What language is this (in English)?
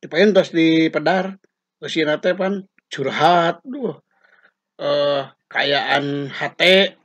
Sundanese